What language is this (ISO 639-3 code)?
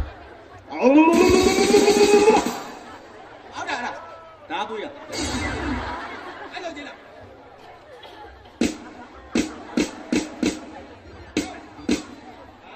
mya